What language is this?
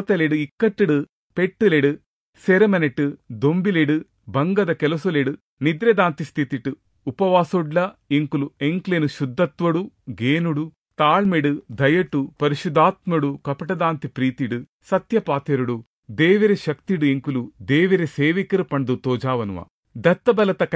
Tulu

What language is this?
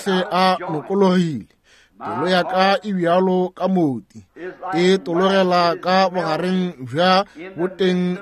Northern Sotho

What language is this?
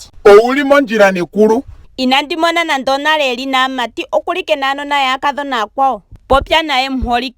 Ndonga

